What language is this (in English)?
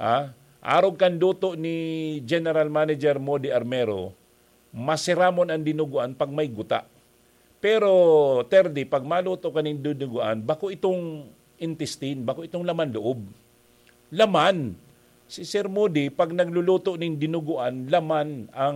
Bikol